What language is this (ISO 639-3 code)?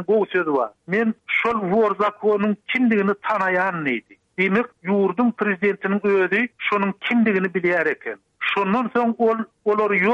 tuk